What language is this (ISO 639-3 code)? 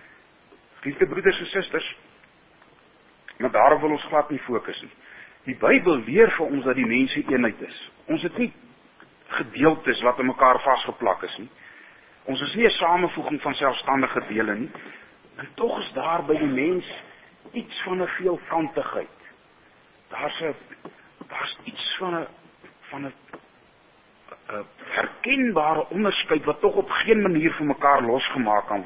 afr